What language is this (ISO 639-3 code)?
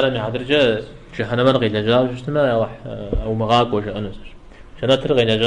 kbd